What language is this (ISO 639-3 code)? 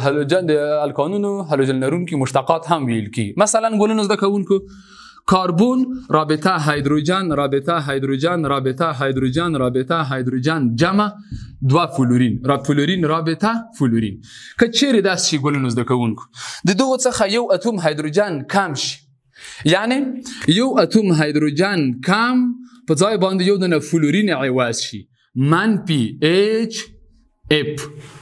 pus